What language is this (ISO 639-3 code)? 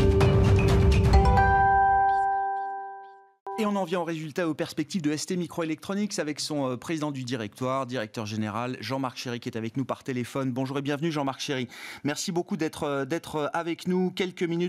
fra